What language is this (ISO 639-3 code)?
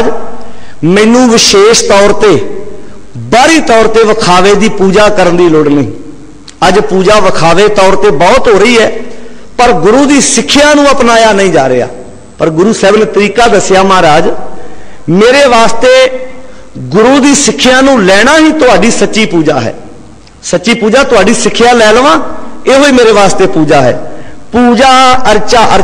pan